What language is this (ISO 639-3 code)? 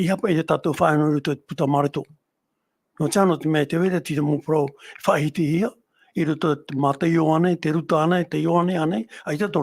tah